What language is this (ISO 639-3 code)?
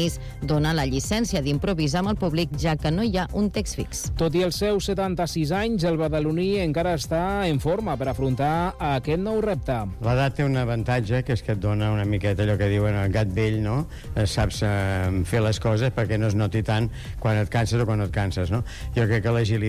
cat